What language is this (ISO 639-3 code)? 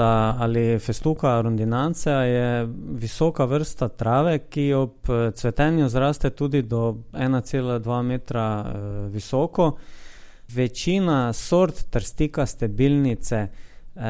slv